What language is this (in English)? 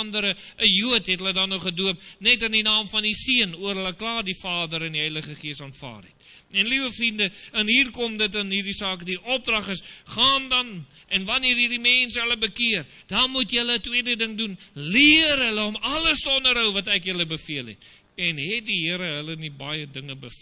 Afrikaans